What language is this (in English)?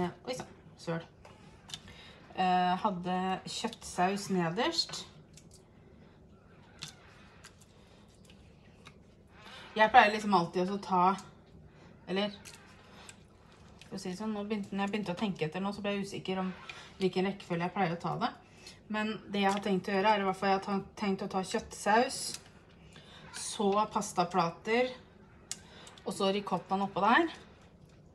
Norwegian